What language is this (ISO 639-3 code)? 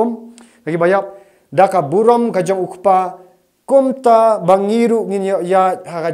kha